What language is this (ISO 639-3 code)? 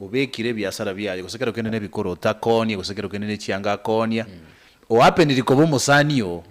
guz